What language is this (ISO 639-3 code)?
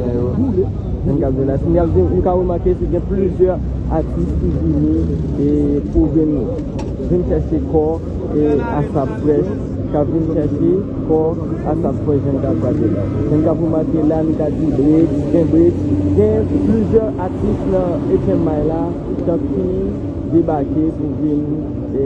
hat